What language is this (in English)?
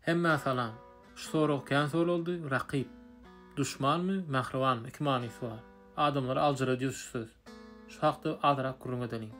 Turkmen